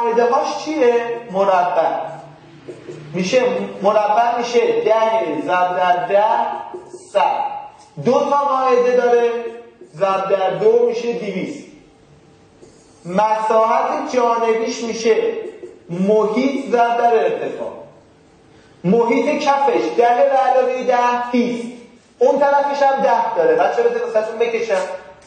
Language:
Persian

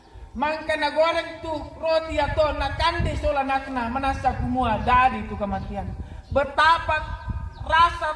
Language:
Toraja-Sa'dan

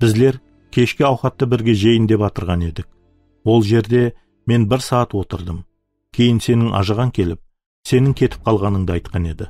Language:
Kara-Kalpak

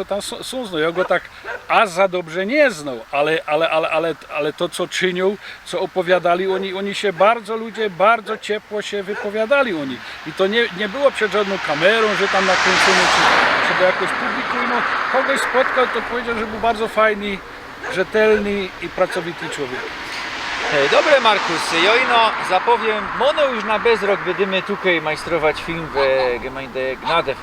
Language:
Silesian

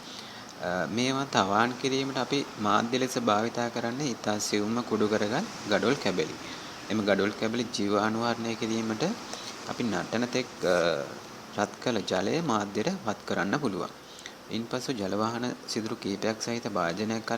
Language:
Sinhala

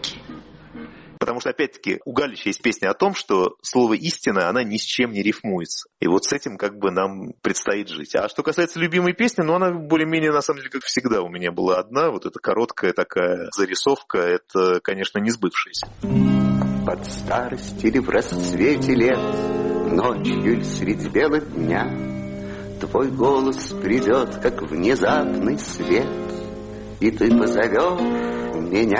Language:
Russian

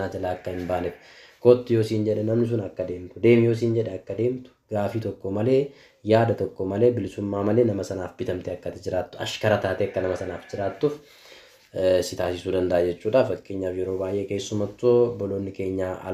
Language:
Oromo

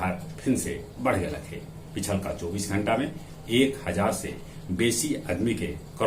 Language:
Magahi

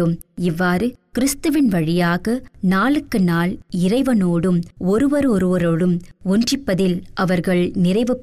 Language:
Tamil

